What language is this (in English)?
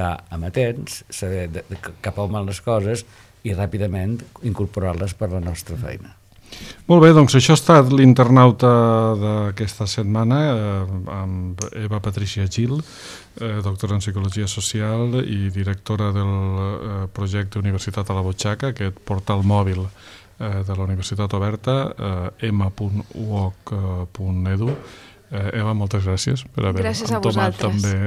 Catalan